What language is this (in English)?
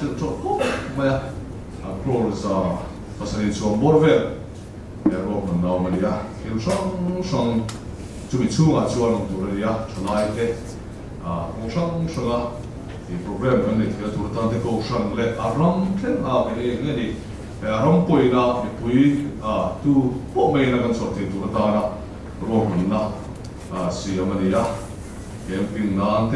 Mizo